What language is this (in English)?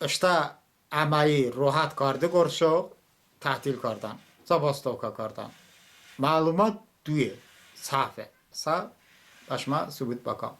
Talysh